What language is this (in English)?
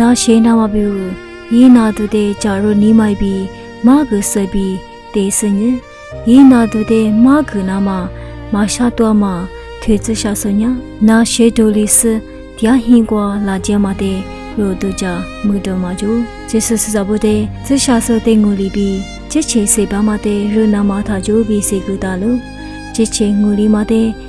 Lisu